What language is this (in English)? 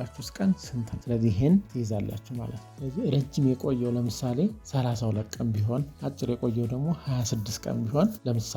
Amharic